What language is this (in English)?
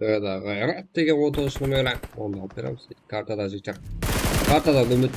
Kara-Kalpak